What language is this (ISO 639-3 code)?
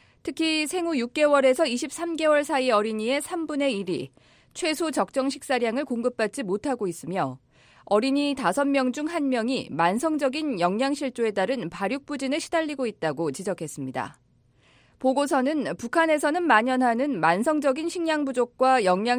kor